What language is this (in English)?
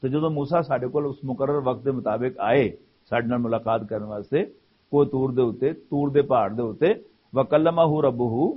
Western Panjabi